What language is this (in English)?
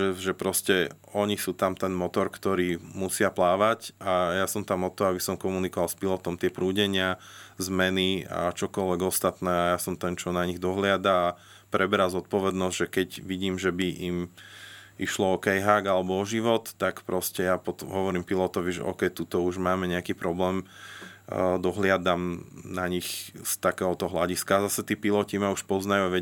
Slovak